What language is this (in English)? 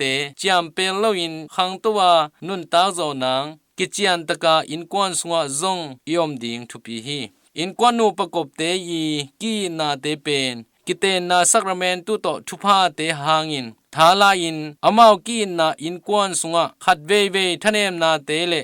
Tedim Chin